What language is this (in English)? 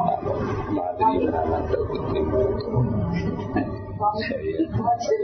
Burmese